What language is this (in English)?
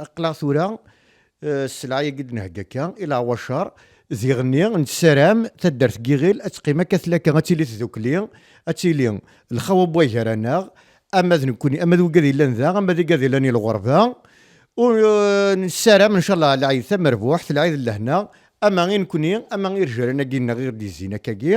Kabyle